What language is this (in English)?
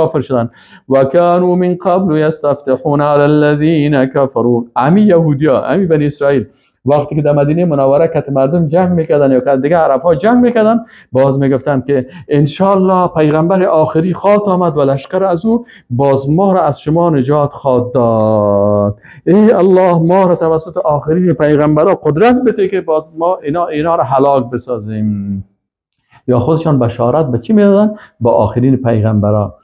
Persian